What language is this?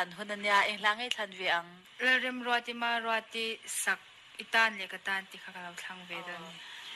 Mizo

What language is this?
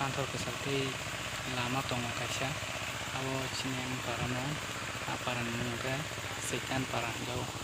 Kok Borok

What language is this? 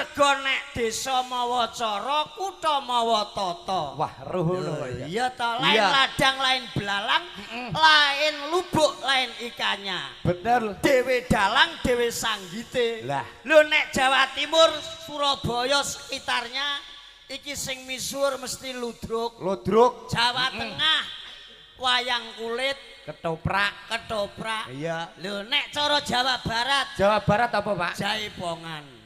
Javanese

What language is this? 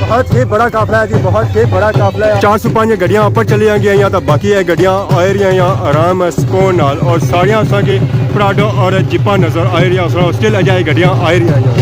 Pahari-Potwari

